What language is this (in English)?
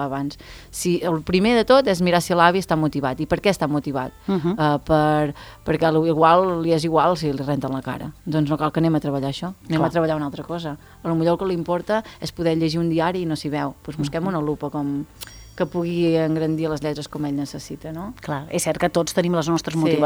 Catalan